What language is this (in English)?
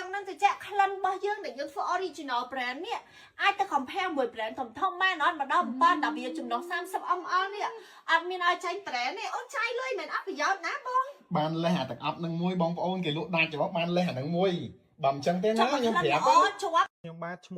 Khmer